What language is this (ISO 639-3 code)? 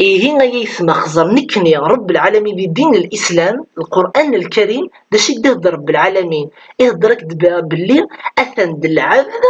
kab